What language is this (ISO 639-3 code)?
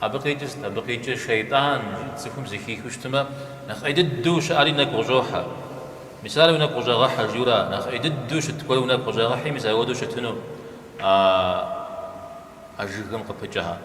kbd